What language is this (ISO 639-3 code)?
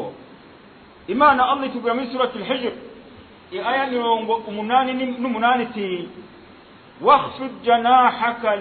run